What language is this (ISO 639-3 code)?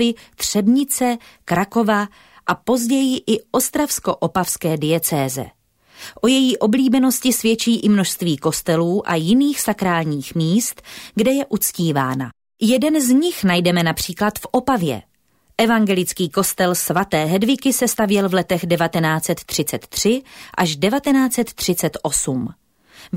ces